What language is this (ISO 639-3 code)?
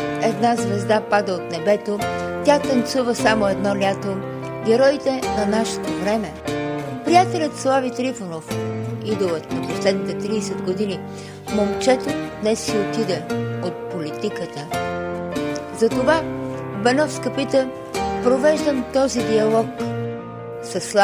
bul